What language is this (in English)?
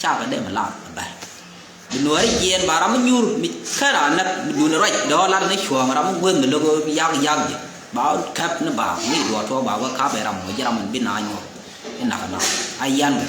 Nuer